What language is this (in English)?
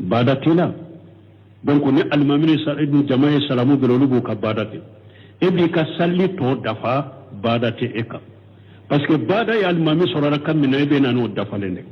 Bambara